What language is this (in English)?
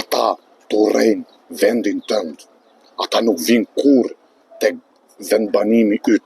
Albanian